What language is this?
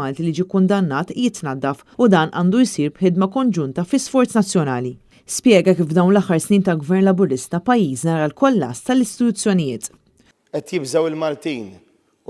Maltese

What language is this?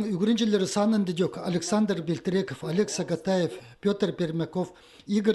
Khakas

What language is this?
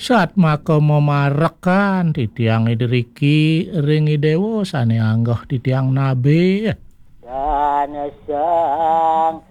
Balinese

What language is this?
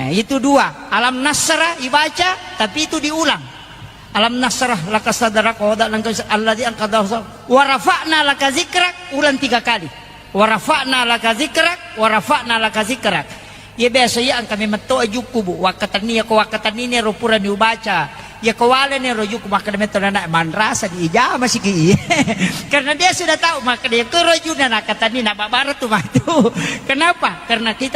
Buginese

